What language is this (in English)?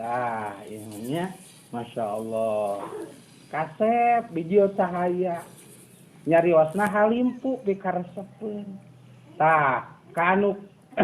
Sundanese